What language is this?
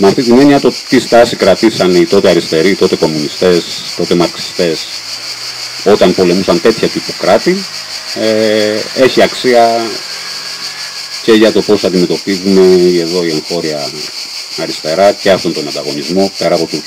Greek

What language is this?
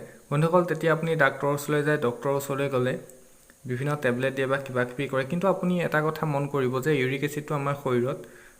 Assamese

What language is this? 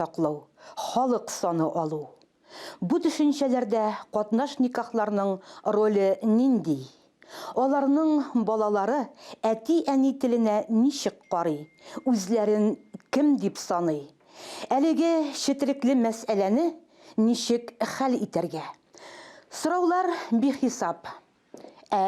Tatar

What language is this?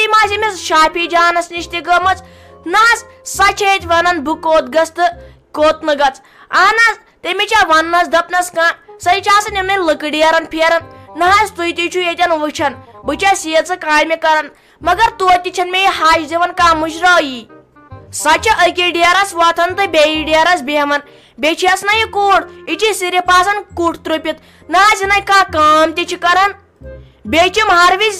Kashmiri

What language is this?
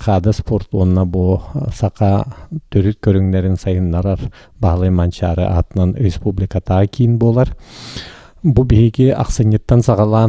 Yakut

